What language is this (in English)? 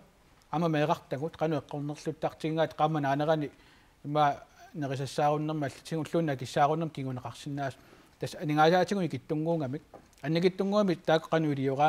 Kalaallisut